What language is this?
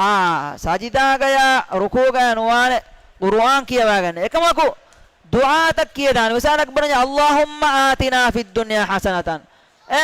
Divehi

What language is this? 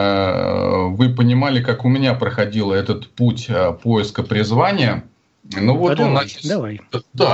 Russian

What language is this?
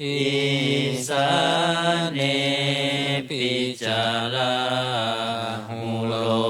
Pali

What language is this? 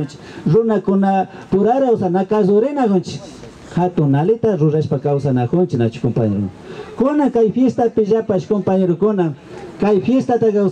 Imbabura Highland Quichua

